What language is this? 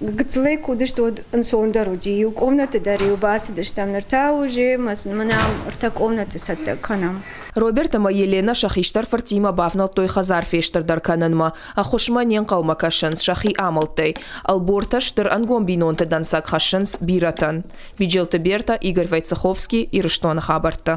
Ossetic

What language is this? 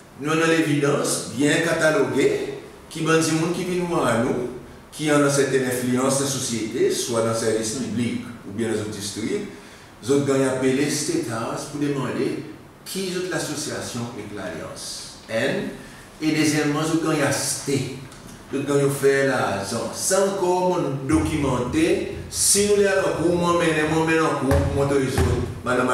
Seselwa Creole French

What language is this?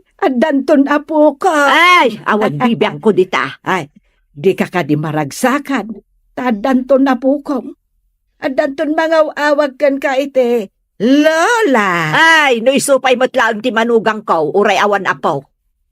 Iloko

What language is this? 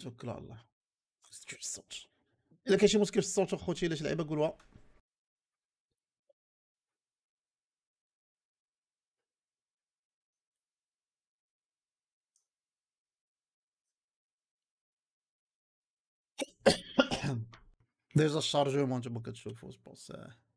Moroccan Arabic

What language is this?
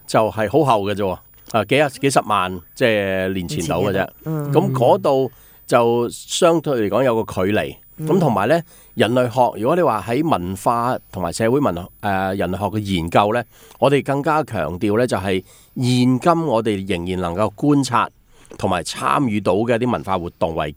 Cantonese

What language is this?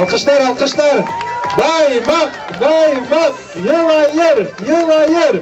Bashkir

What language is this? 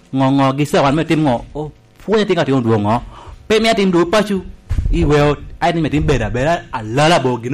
Lango (Uganda)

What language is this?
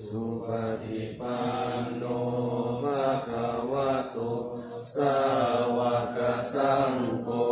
Pali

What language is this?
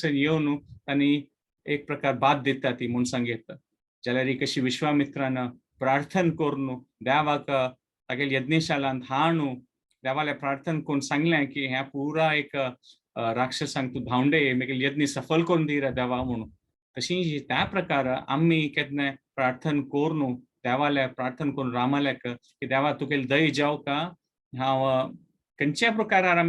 Konkani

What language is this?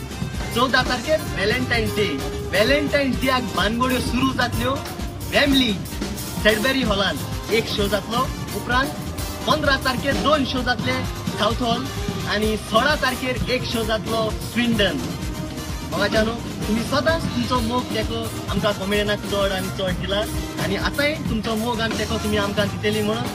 Konkani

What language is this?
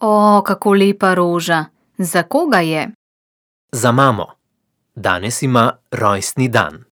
Slovenian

